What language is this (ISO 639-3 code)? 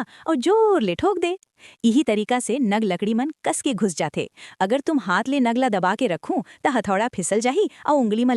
hne